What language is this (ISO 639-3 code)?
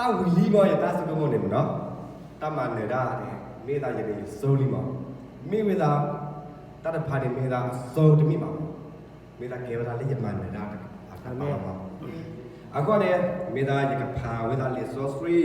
ksw